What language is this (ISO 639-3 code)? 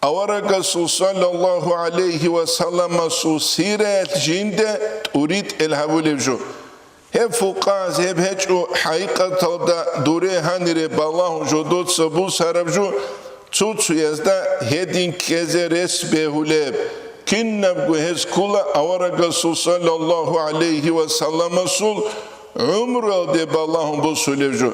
ava